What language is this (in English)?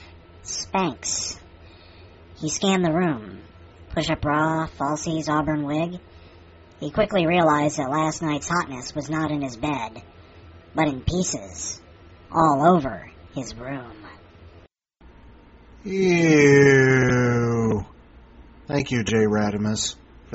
English